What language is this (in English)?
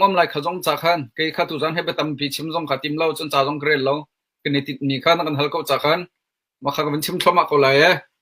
Hakha Chin